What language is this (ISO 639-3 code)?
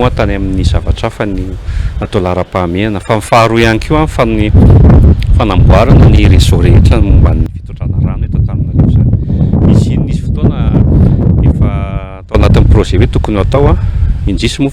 mlg